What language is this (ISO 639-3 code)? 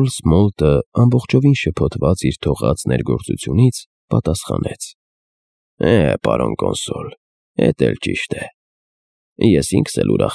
hye